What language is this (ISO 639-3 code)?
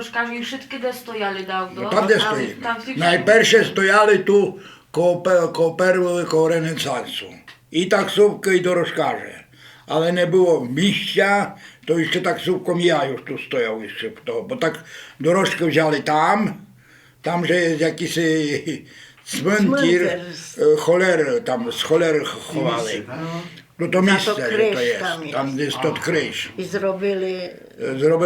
rue